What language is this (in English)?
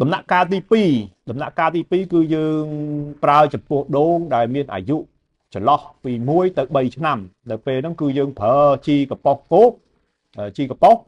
Khmer